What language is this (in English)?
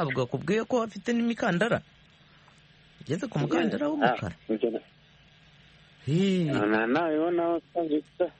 Kinyarwanda